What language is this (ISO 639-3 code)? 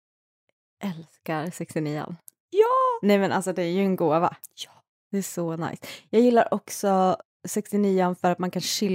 swe